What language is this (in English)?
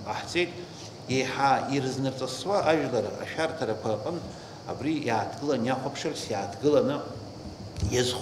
Abkhazian